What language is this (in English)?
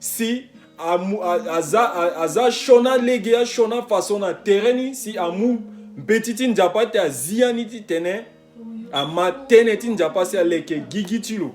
Sango